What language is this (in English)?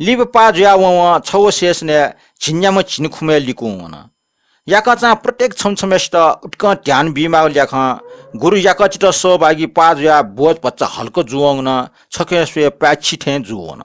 Newari